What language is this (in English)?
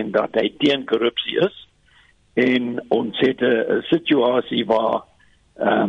Afrikaans